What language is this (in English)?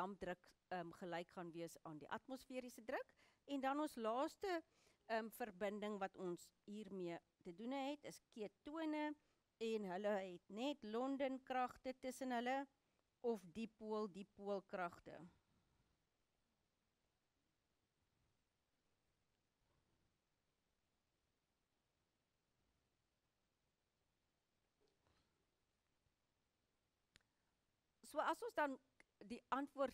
Afrikaans